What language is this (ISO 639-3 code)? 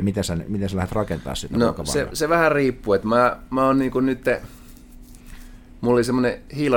fin